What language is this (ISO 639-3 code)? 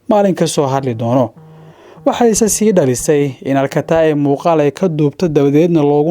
som